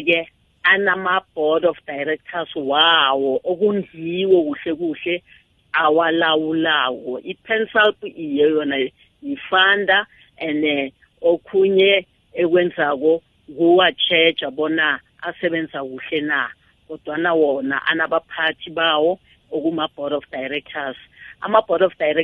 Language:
South Ndebele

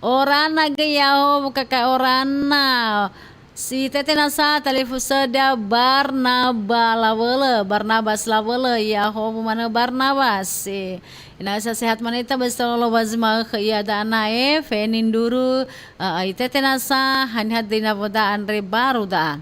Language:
Nias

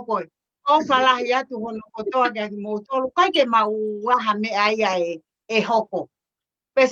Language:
Tongan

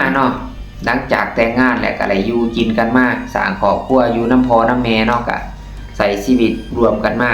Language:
Lao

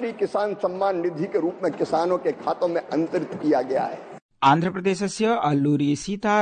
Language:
Sanskrit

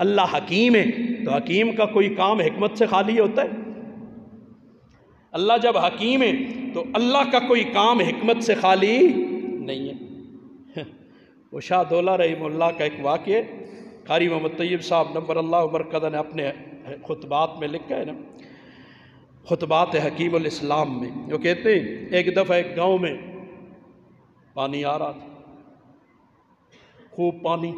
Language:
Urdu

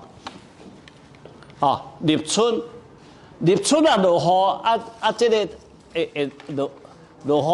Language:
Min Nan Chinese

